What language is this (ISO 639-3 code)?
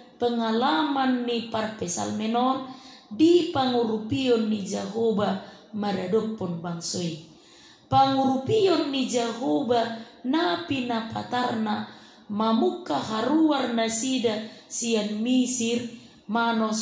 bbc